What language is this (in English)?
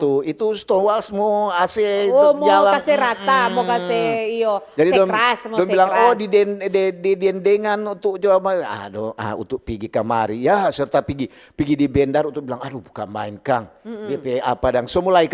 Manado Malay